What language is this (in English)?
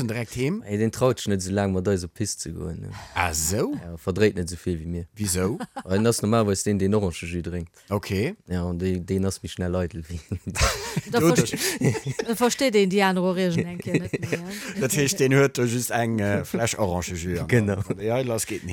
Luxembourgish